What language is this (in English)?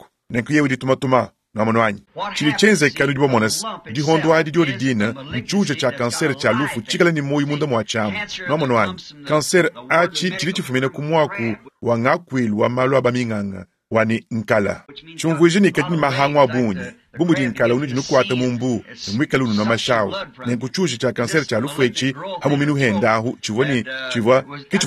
Luba-Lulua